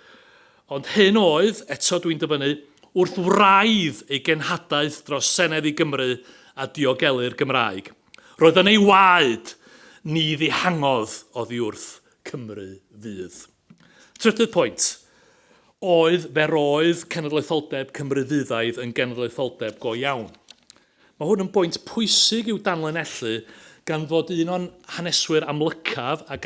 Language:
Welsh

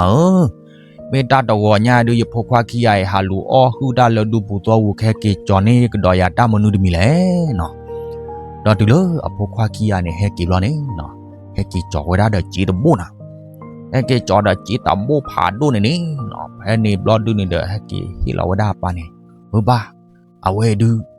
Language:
S'gaw Karen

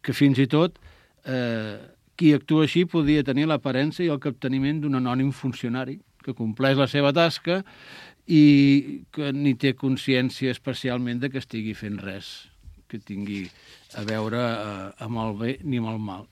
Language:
Catalan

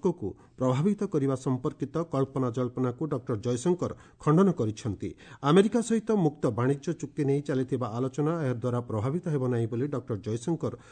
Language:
Odia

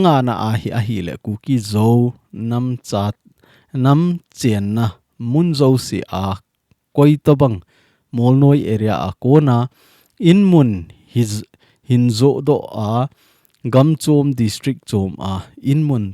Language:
Thado Chin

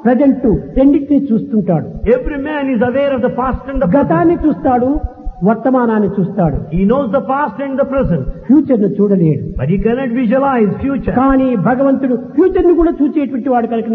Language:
Telugu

